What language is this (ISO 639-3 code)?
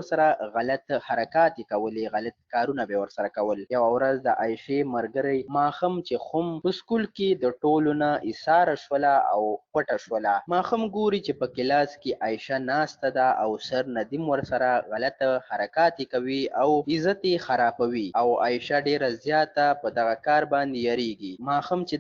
pus